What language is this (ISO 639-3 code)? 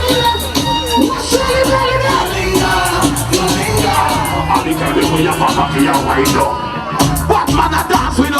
jam